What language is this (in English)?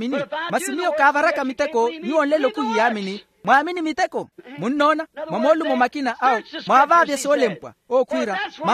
Makhuwa